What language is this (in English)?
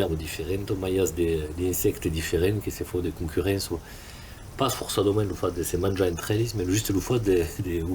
Occitan